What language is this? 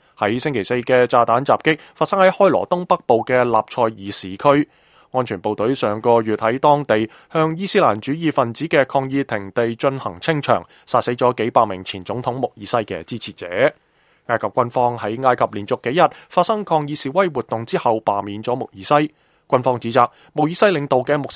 Cantonese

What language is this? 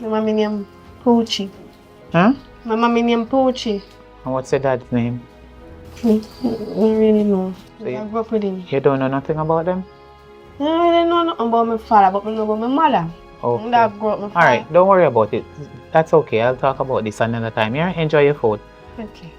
Jamaican Creole English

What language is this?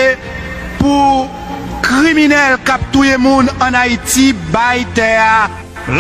Haitian Creole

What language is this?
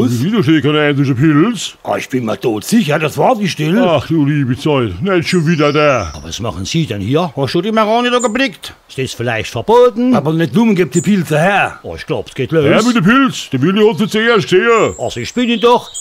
Palatine German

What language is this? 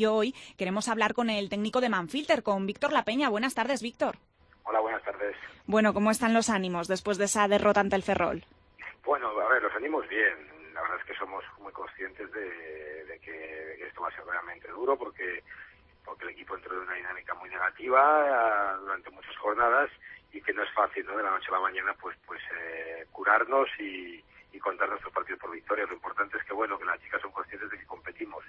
Spanish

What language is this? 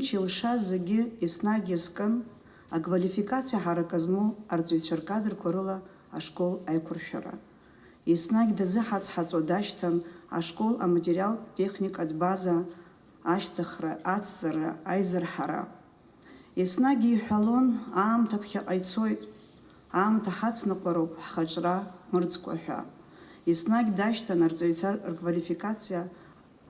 Abkhazian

